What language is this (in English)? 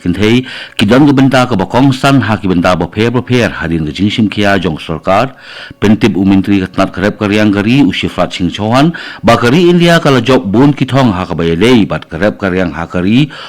Khasi